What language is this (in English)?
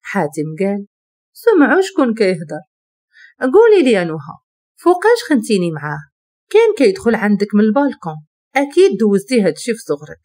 Moroccan Arabic